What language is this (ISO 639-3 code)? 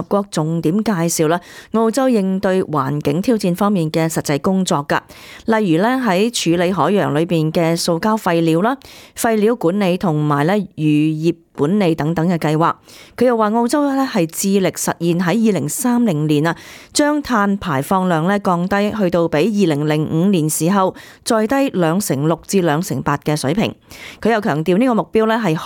yue